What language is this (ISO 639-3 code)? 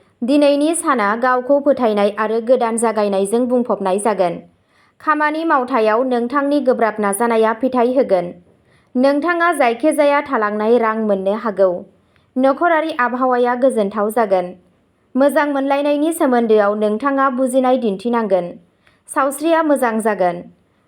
brx